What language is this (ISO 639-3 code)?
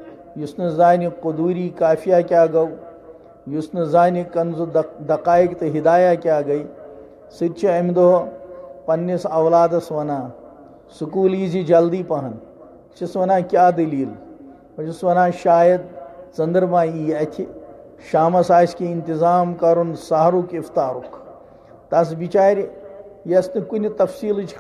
kas